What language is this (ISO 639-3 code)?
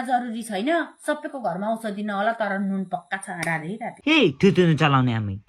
nep